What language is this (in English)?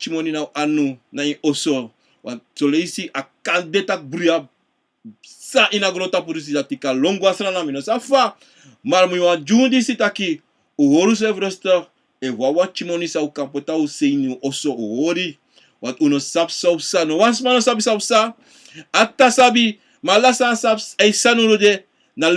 Sranan Tongo